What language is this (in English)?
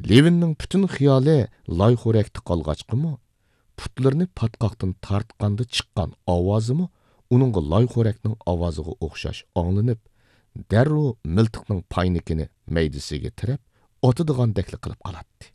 Uyghur